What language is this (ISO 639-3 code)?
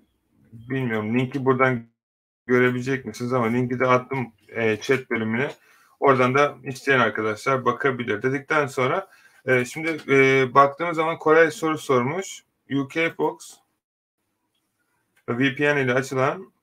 tur